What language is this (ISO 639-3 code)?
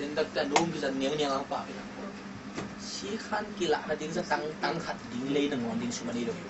ctd